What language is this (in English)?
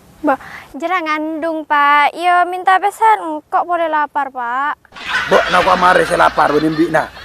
Madurese